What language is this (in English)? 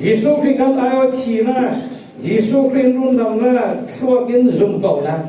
Falam Chin